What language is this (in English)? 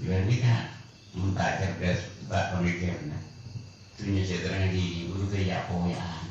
Madurese